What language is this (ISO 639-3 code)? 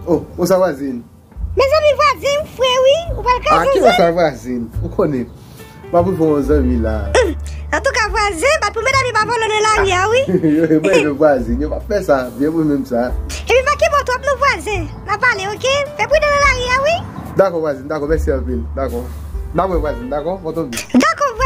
hat